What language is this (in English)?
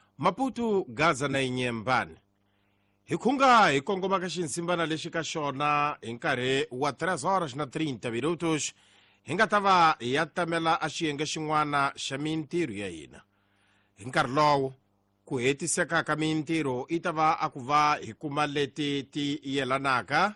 Tsonga